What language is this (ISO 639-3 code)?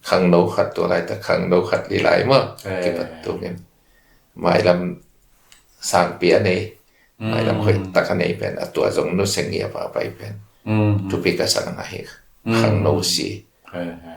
ctd